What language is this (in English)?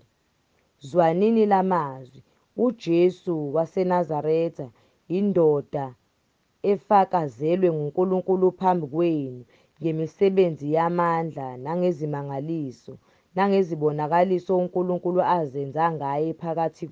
Zulu